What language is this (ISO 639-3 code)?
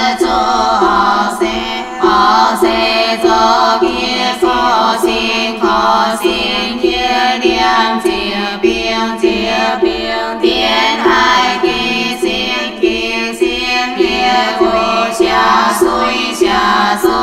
vie